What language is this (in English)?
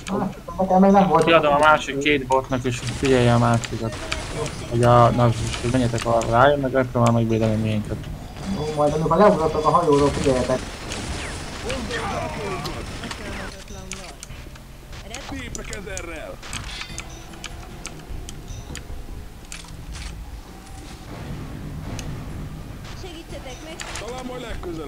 Hungarian